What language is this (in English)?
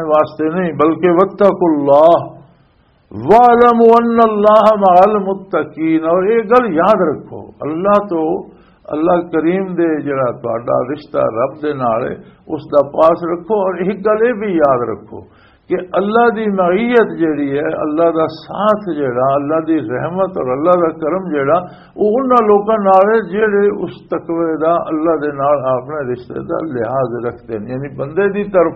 Western Panjabi